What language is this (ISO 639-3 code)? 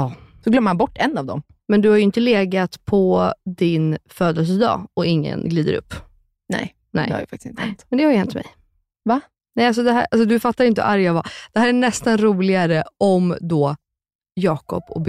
swe